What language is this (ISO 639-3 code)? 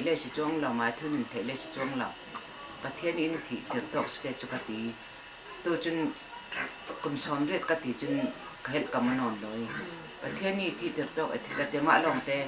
cnh